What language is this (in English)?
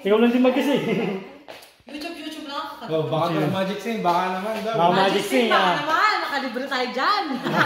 Filipino